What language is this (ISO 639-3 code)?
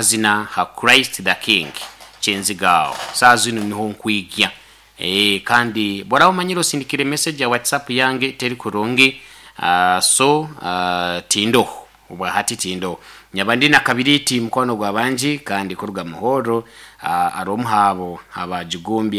nyo